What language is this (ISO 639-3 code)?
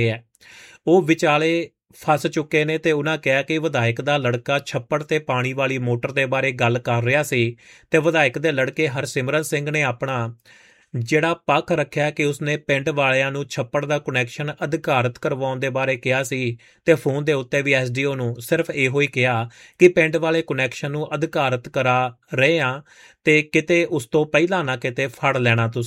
pan